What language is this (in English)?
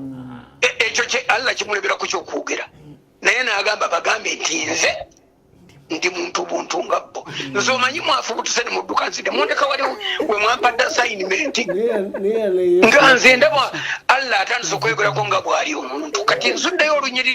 Ganda